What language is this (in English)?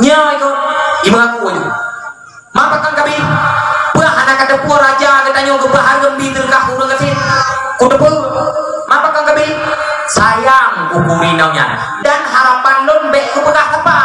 Achinese